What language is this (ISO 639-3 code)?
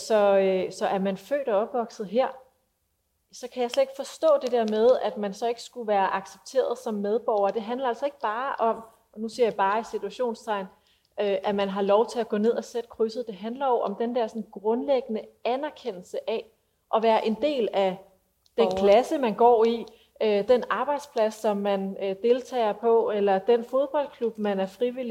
dan